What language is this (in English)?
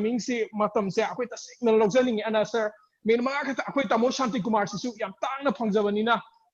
Manipuri